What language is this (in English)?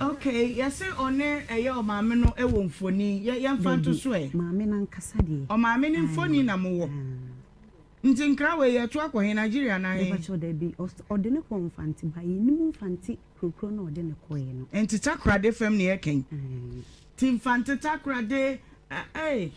Akan